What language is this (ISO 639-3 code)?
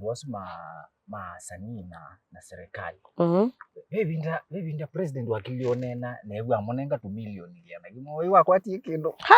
kam